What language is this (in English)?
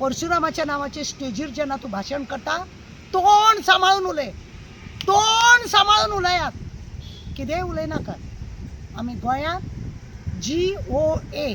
Konkani